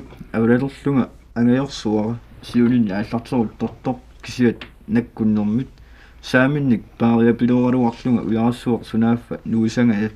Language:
Kalaallisut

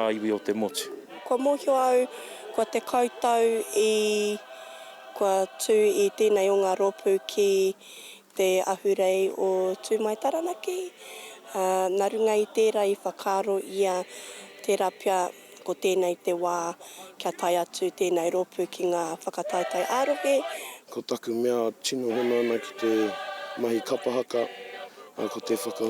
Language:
Māori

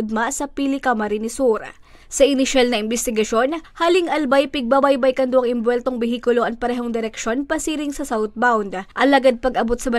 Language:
Bikol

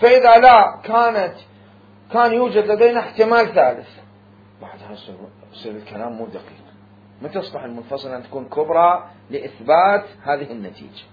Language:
Mesopotamian Arabic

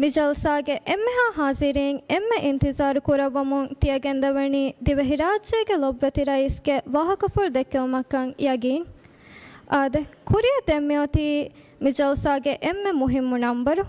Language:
Divehi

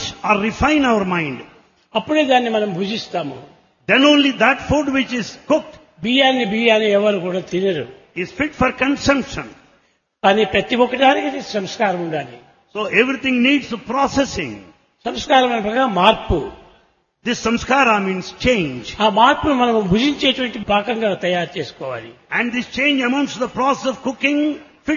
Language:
Telugu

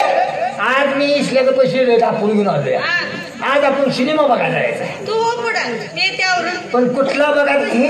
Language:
Marathi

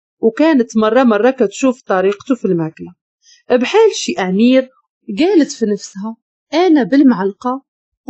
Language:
Moroccan Arabic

